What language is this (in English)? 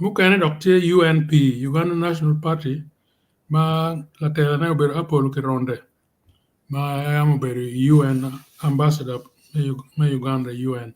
Acoli